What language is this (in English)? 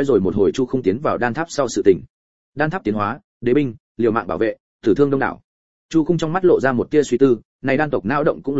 Vietnamese